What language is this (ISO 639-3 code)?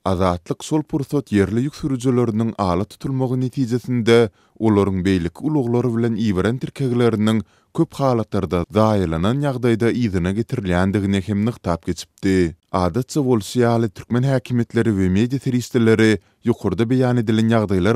tuk